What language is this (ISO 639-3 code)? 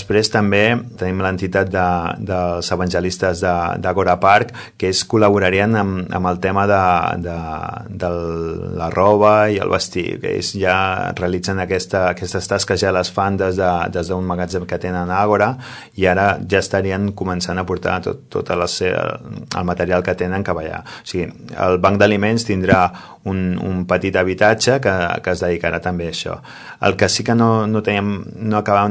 cat